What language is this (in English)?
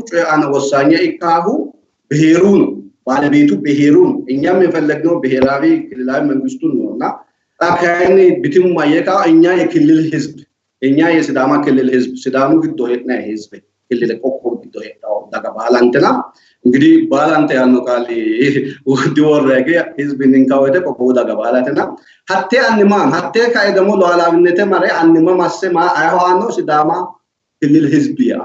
Sidamo